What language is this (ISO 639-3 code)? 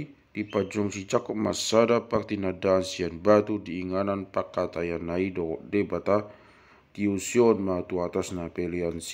bbc